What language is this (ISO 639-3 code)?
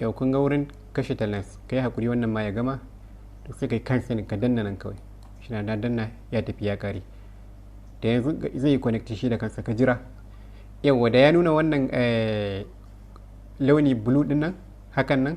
hau